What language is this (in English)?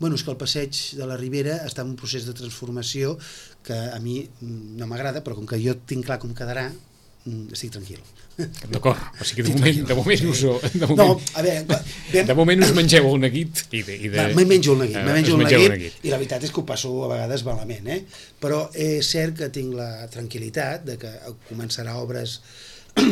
Catalan